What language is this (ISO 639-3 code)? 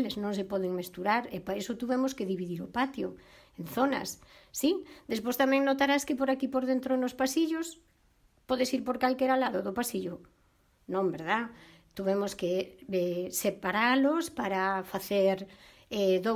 glg